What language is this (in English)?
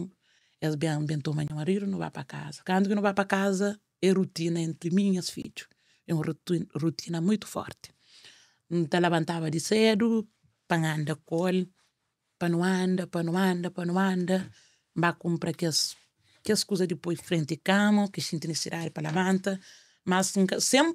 Kabuverdianu